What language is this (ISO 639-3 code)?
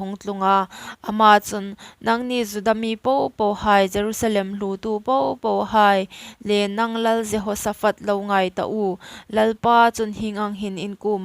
hmr